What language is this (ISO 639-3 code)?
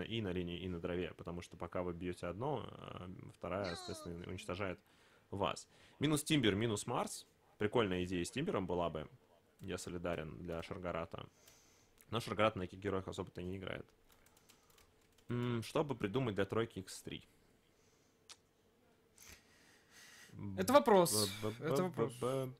rus